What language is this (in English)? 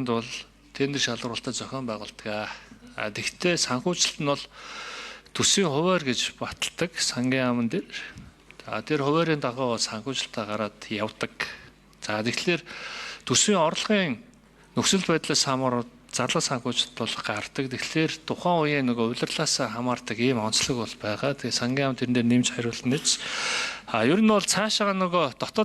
Mongolian